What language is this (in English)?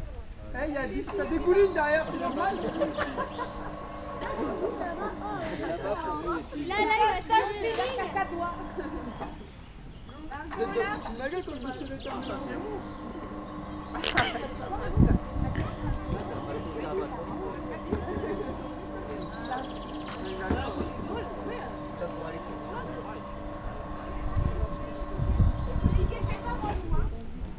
French